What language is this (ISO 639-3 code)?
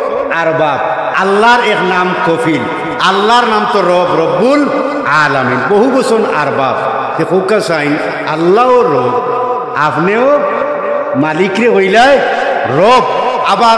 syl